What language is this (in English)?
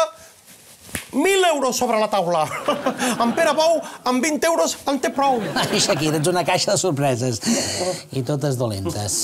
Catalan